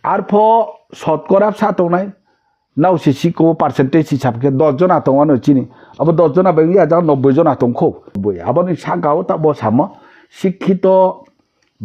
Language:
Riang (India)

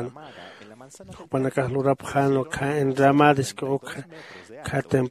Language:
Aymara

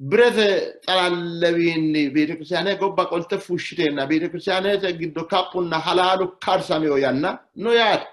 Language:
Sidamo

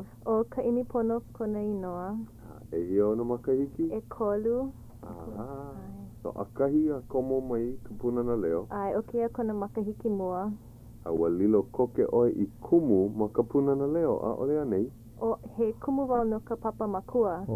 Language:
Hawaiian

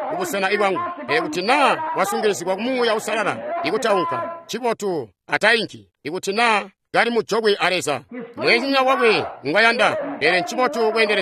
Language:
Tonga (Zambia)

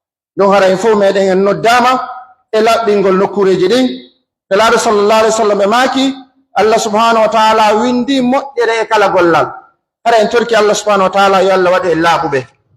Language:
Pular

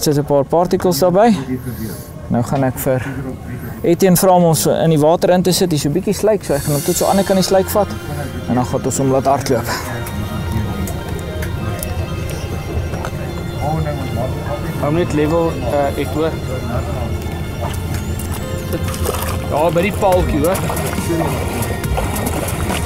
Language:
Afrikaans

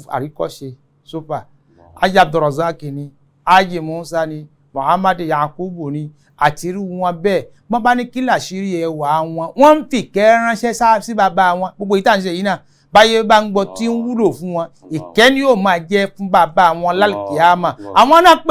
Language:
Yoruba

